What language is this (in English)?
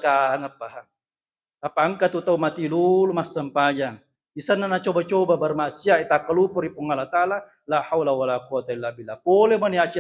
Buginese